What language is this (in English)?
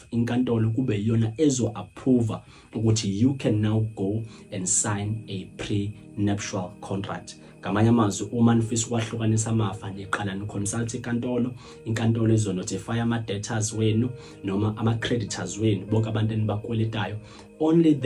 Zulu